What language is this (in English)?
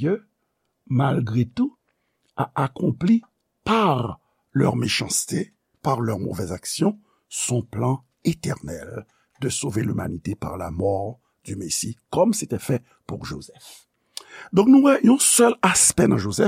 Haitian Creole